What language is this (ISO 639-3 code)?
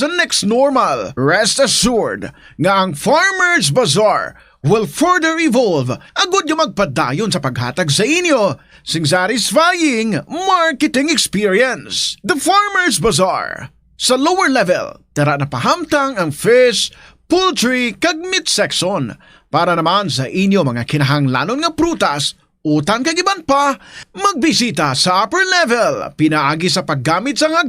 hil